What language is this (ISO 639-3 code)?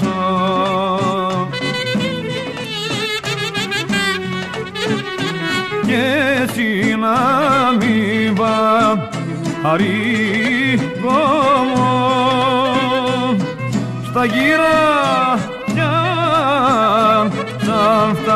ell